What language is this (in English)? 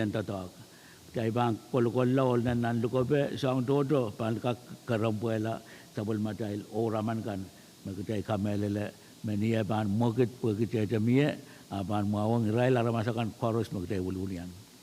Pohnpeian